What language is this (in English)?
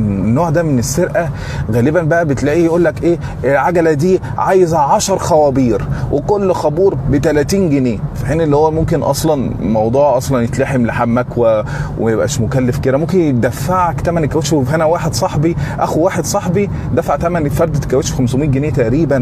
Egyptian Arabic